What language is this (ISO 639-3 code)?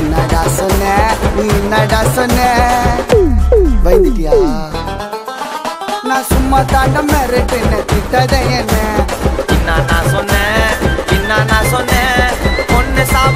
tam